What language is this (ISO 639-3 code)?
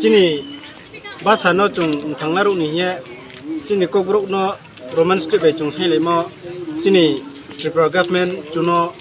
ria